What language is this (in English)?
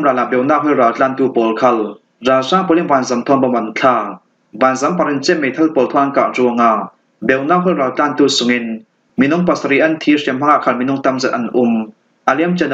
Falam Chin